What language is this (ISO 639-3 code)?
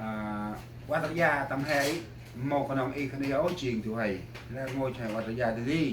cmo